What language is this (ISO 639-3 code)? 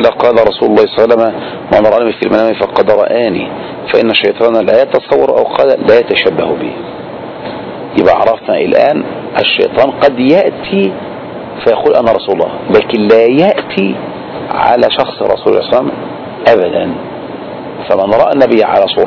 ara